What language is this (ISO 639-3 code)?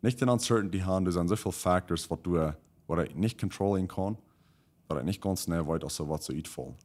pdt